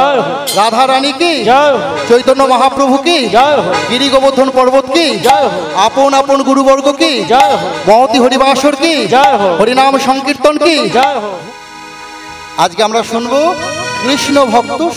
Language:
Bangla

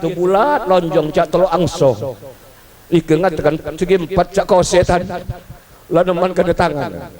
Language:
Musi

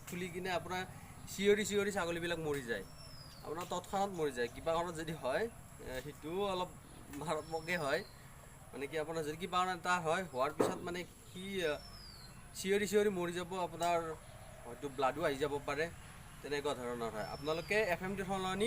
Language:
Assamese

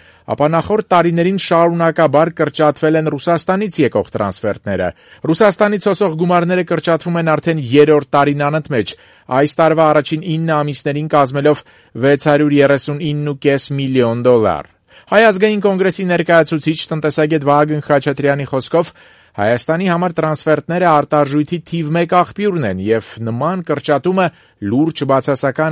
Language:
Armenian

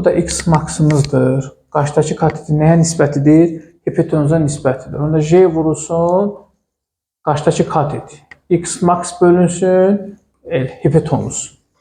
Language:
Azerbaijani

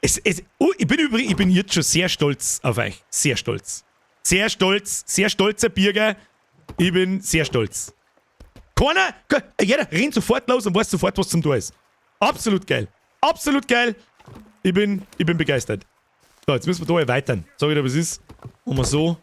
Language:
Bavarian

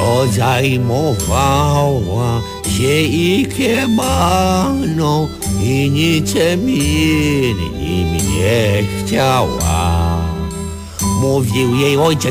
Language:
Polish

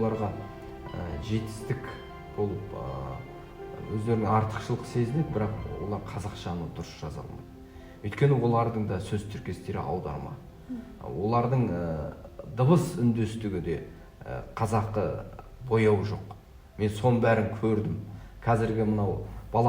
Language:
Kazakh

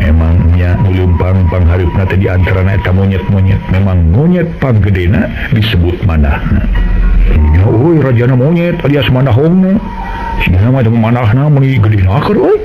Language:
Sundanese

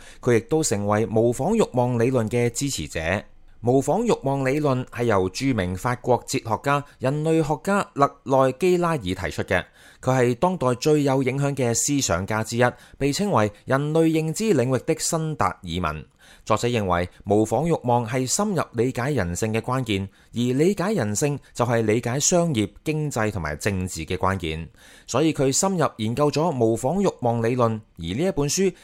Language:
Cantonese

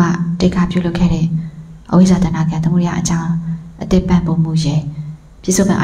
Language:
Burmese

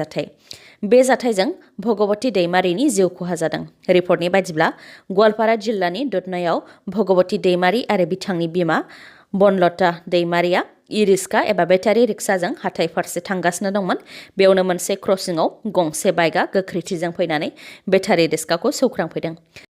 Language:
Bodo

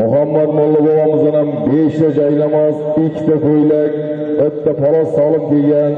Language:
Uzbek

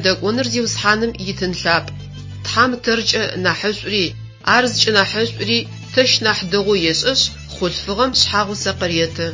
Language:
Adyghe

